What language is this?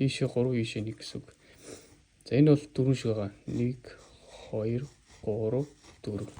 Mongolian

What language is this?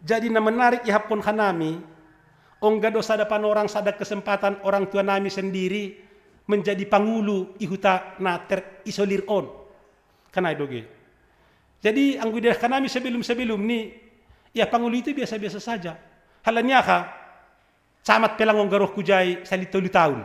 Batak Simalungun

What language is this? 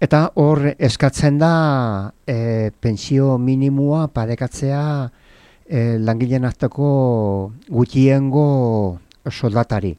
Basque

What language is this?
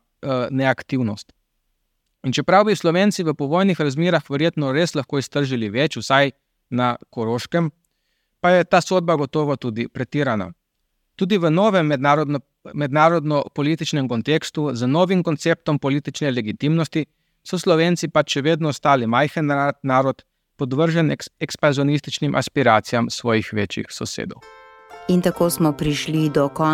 Slovenian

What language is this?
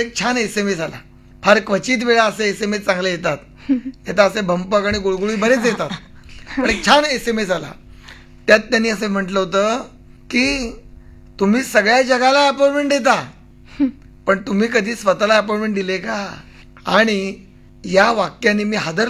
Marathi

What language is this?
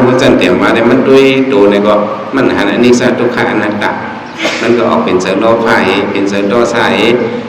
Shan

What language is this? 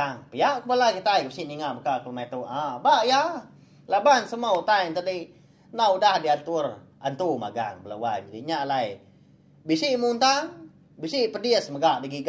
Iban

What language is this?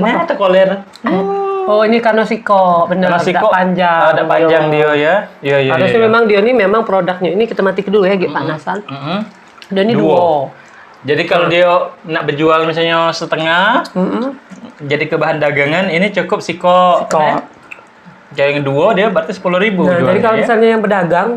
Musi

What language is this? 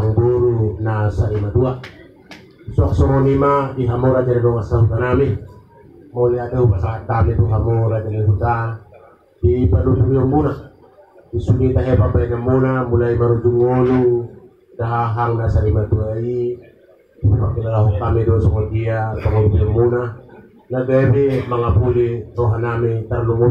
Batak Toba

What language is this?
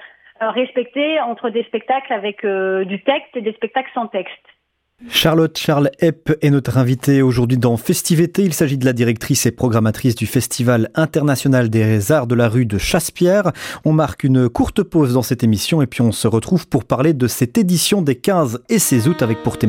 French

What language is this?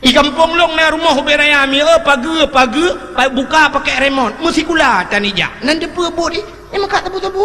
Achinese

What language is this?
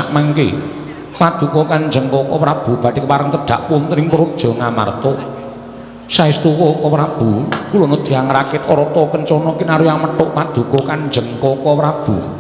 Javanese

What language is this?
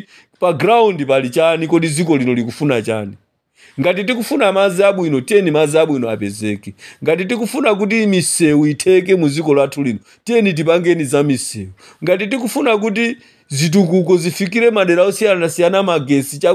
Nyanja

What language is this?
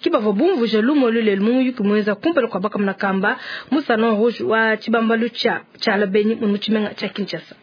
Luba-Lulua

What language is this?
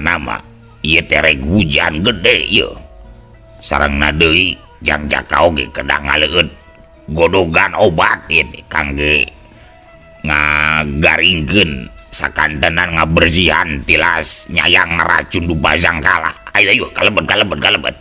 Sundanese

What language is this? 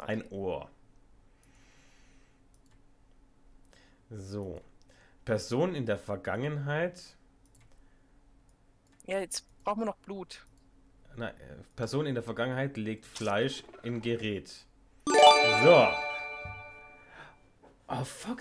German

